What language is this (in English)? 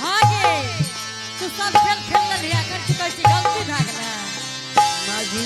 Angika